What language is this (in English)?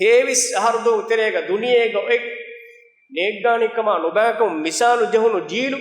Divehi